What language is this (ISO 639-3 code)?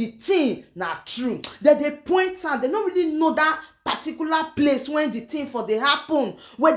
pcm